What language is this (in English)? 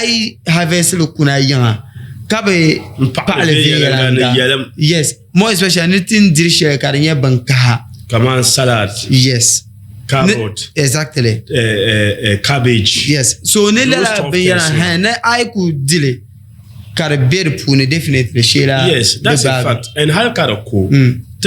Dagbani